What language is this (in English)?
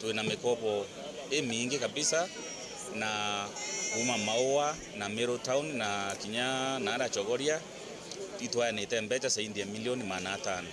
Meru